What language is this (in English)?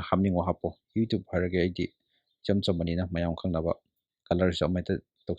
Manipuri